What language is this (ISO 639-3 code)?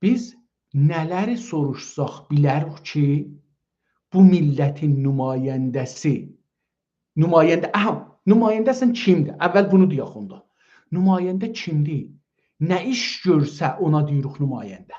azb